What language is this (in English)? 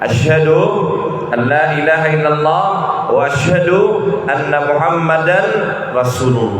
Maranao